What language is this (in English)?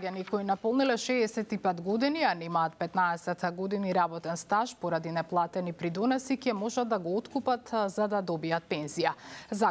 Macedonian